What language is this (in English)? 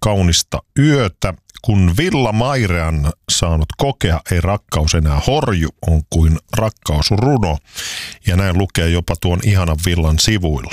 Finnish